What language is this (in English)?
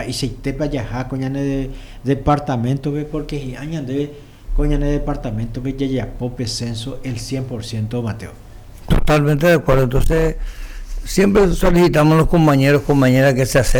Guarani